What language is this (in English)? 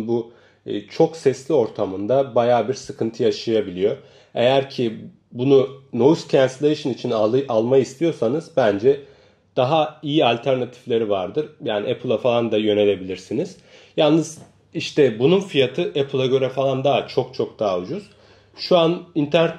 Turkish